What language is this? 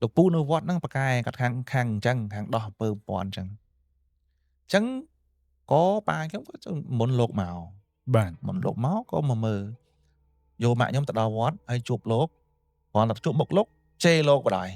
Khmer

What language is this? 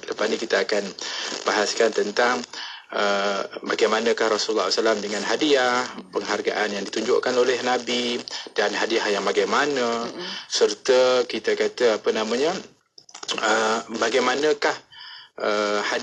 Malay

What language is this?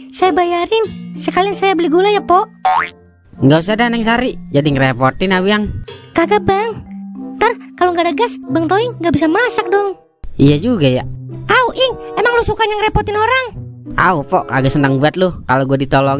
Betawi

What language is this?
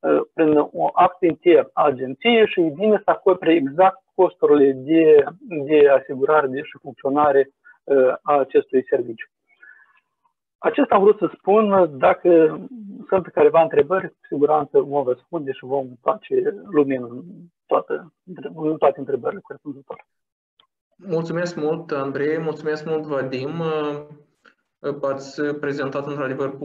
Romanian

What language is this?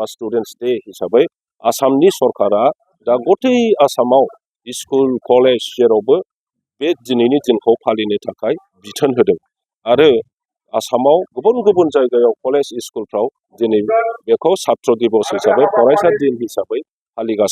Bodo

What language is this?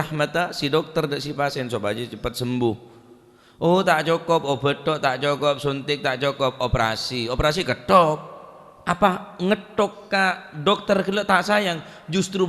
Madurese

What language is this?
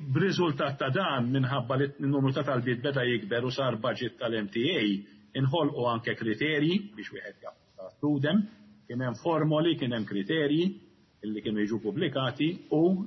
Maltese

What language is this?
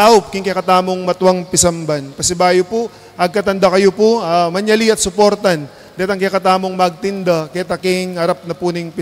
Pampanga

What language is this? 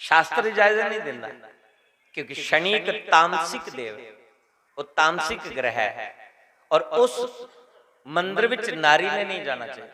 Dogri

